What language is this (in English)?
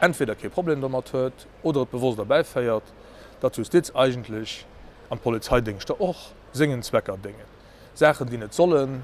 Luxembourgish